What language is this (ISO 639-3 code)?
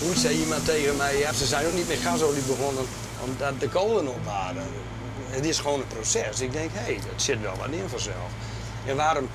fry